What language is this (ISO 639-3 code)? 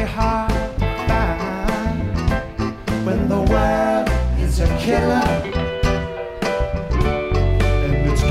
eng